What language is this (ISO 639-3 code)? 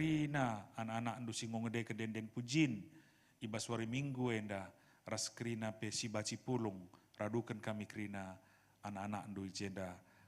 btx